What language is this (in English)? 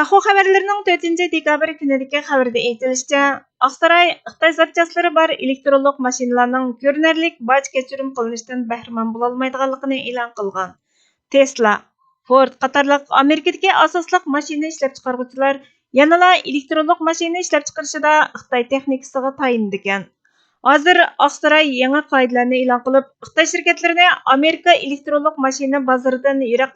Uyghur